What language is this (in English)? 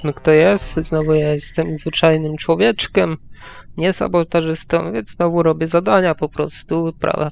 Polish